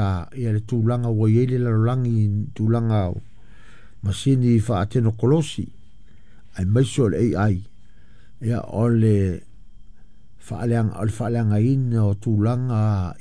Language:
Samoan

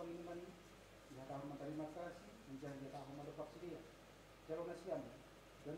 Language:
Batak Simalungun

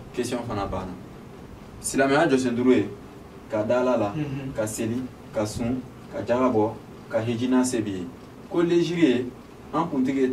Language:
Bambara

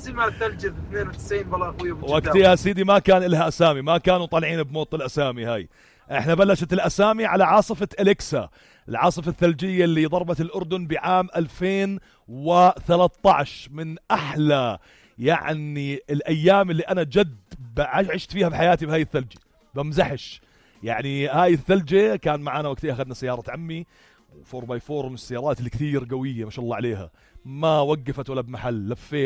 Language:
North Levantine Arabic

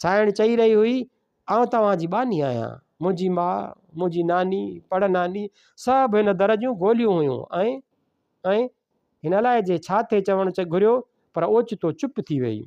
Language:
Sindhi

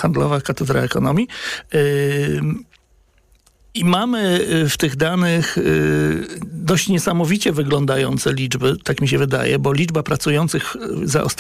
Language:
Polish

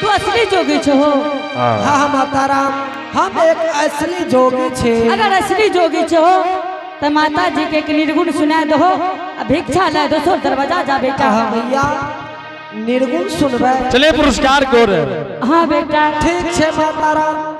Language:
Angika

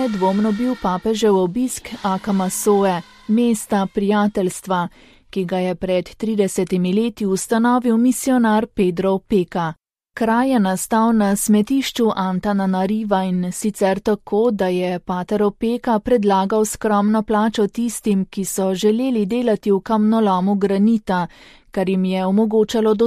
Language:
Slovenian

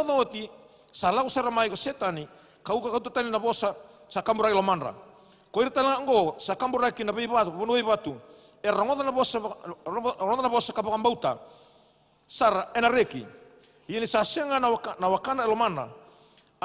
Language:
Fijian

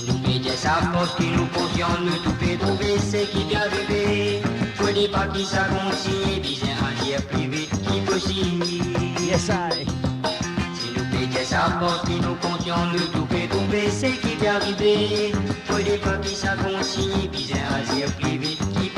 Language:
Morisyen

